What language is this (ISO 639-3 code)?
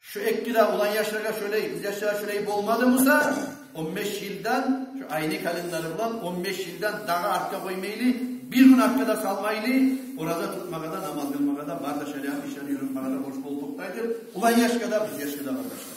kum